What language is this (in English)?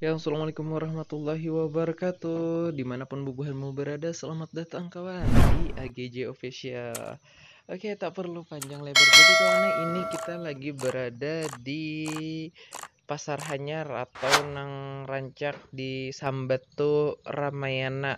Banjar